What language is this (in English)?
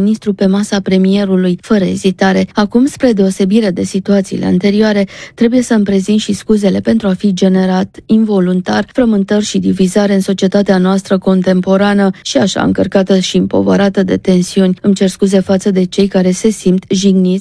Romanian